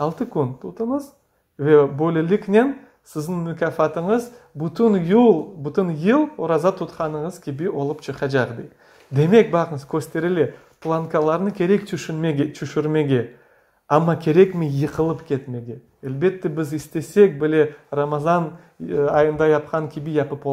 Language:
Crimean Tatar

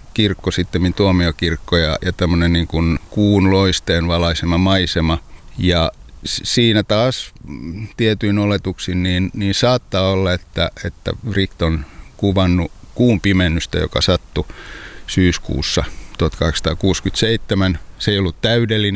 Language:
Finnish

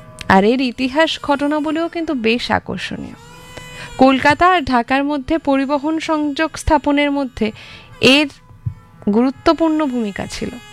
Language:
Bangla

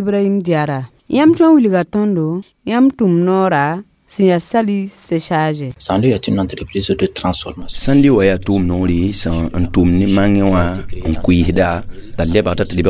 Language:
Mossi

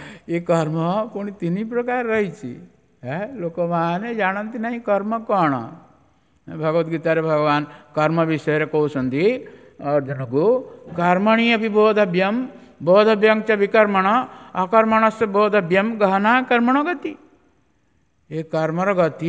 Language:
Odia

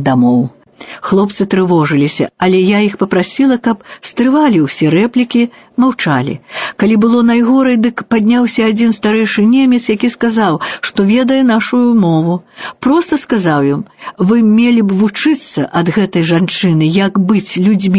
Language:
Belarusian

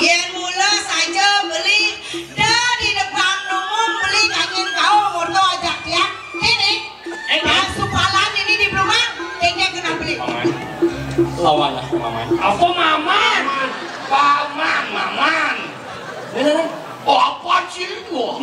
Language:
Balinese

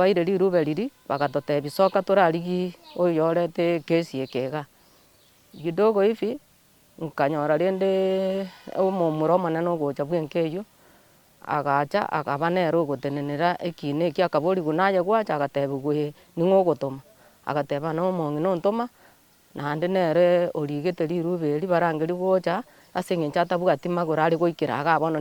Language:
Gusii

